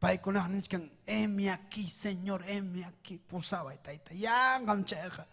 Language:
Ayacucho Quechua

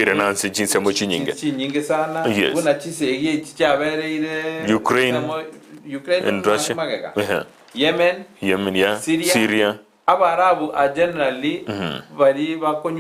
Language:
Gusii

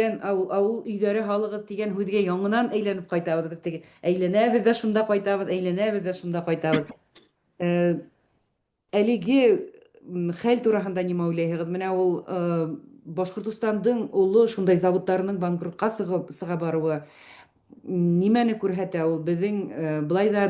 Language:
Bashkir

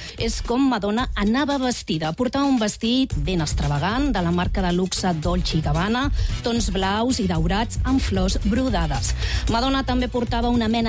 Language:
Catalan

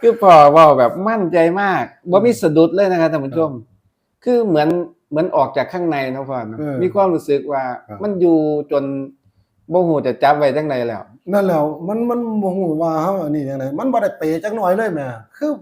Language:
Northeastern Thai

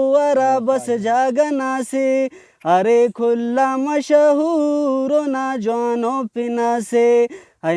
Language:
Brahui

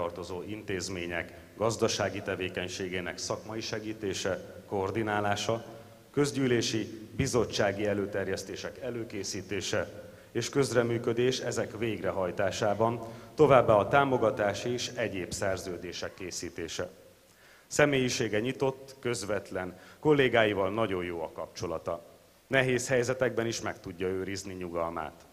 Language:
Hungarian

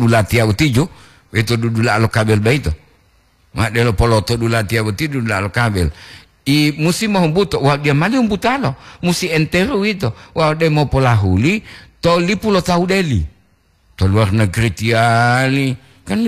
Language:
Gorontalo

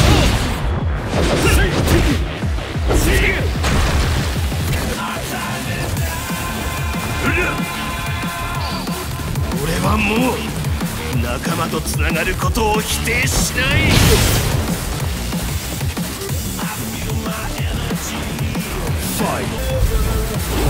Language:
Japanese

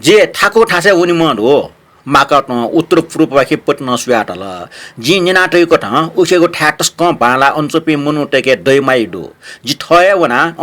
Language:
Newari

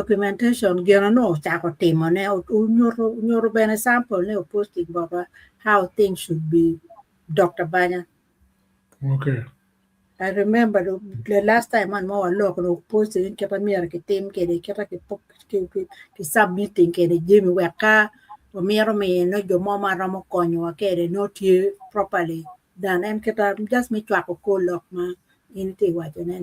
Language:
Acoli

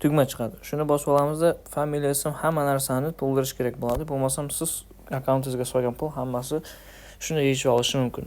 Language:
Uzbek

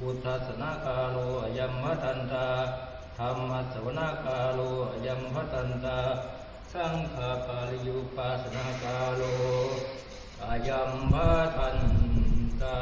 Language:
Pali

